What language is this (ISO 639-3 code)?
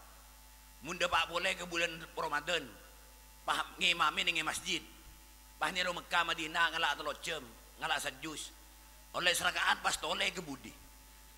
mad